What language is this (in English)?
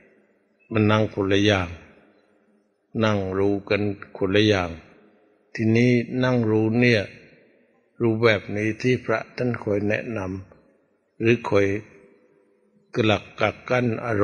Thai